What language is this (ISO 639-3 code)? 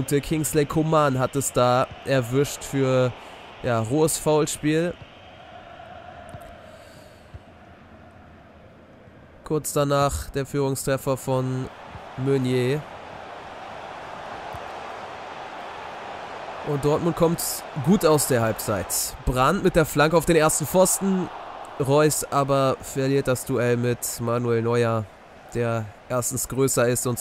deu